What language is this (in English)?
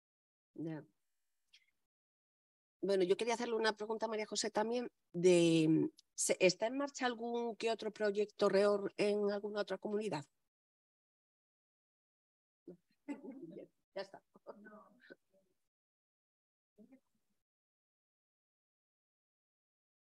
Spanish